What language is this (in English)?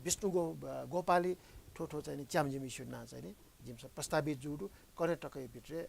Newari